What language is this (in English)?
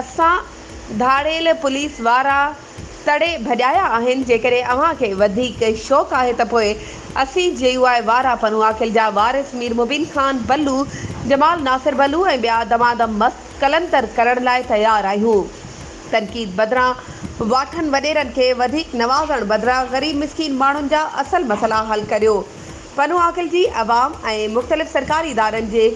Sindhi